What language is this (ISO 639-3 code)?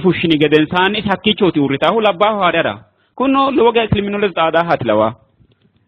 sid